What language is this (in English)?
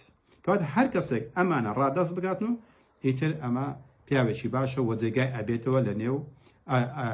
Central Kurdish